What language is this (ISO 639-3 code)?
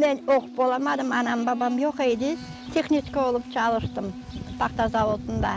crh